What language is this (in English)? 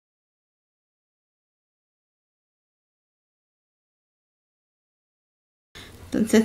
Norwegian